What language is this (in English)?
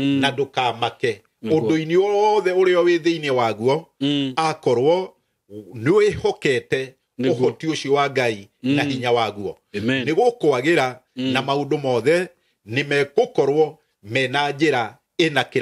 Kikuyu